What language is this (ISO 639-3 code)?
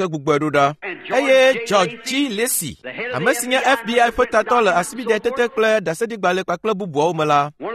ewe